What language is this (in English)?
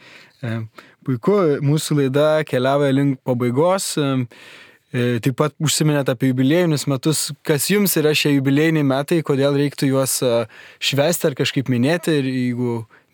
Lithuanian